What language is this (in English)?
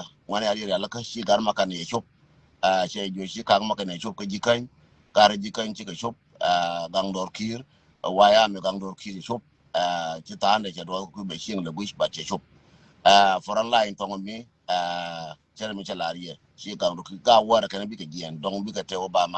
Nuer